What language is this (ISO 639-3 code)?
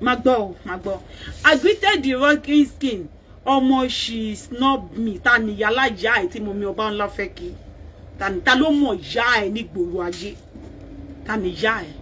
yor